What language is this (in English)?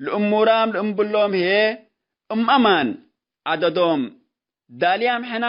Tigre